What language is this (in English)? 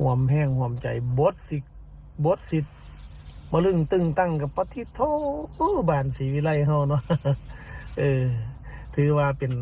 Northeastern Thai